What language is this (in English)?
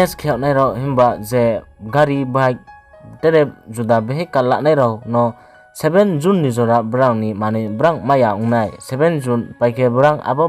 Riang (India)